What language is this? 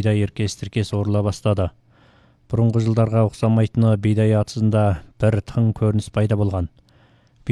Kazakh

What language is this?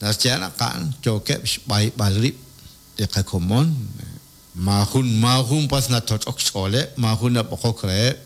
Kekchí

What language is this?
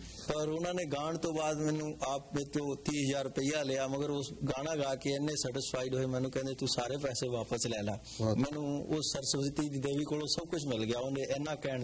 Punjabi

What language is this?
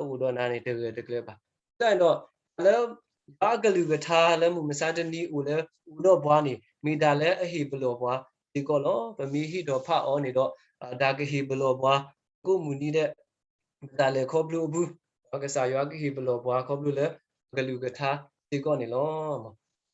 S'gaw Karen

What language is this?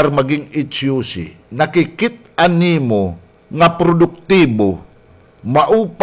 Waray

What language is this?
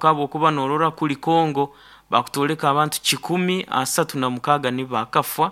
Nyoro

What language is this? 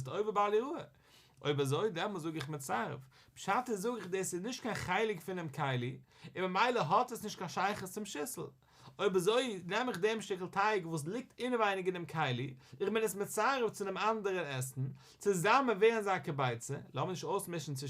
Yiddish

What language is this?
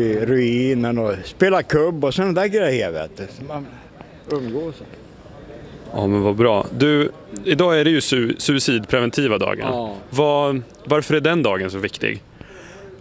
Swedish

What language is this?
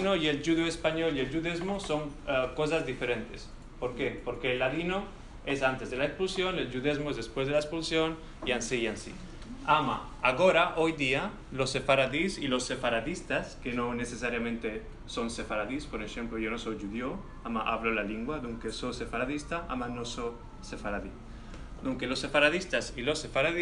Ladino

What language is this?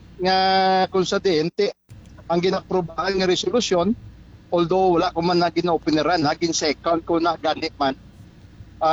Hiligaynon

